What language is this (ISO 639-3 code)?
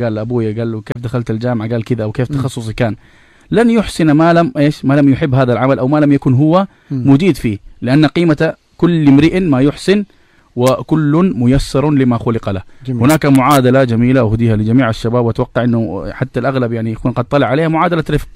ars